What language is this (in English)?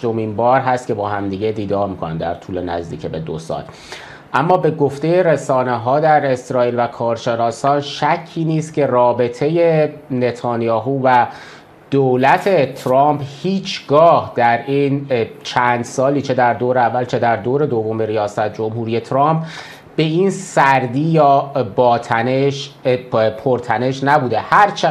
Persian